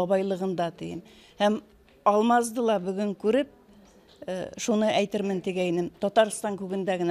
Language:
Bashkir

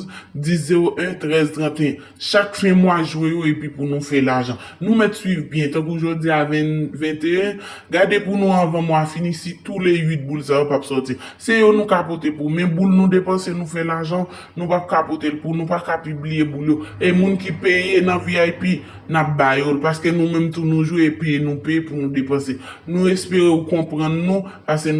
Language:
Haitian Creole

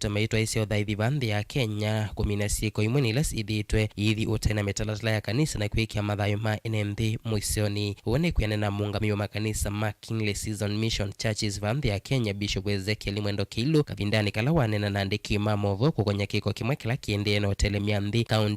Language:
Kamba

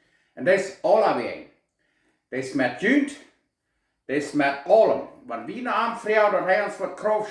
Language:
Plautdietsch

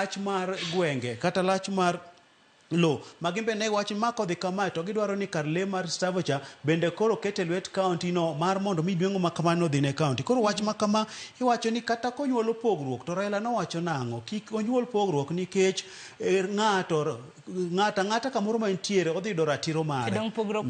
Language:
Luo (Kenya and Tanzania)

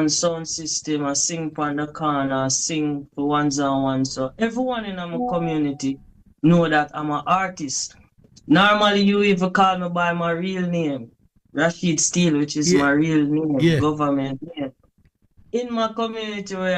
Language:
Jamaican Creole English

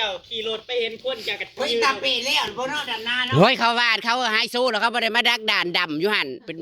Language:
Northeastern Thai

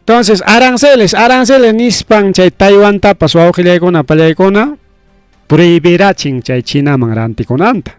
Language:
Ayacucho Quechua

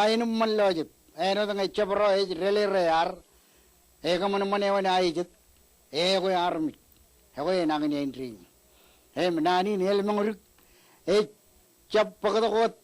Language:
Marshallese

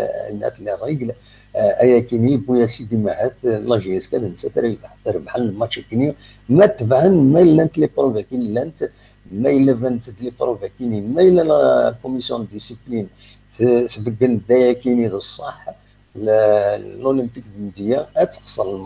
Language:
Kabyle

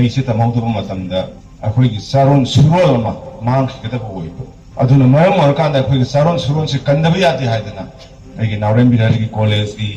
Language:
Manipuri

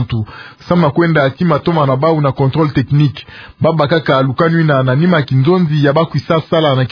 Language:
Kituba (Democratic Republic of Congo)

